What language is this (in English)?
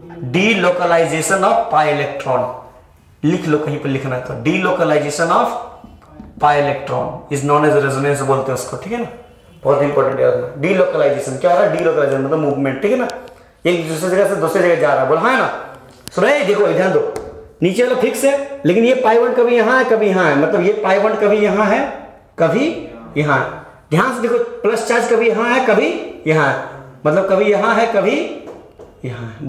Hindi